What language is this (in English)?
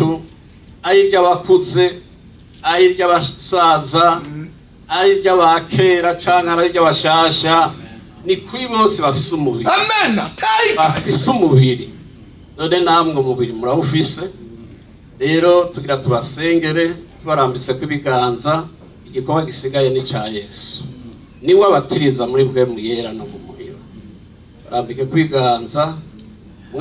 Rundi